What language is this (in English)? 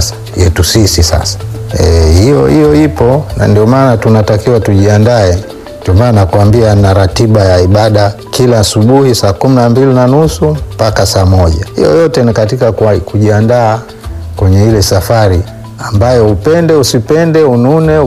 Swahili